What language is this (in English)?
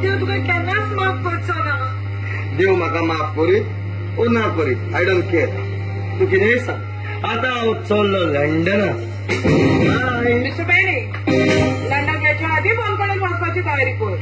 Konkani